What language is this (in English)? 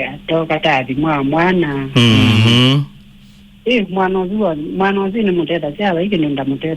Kamba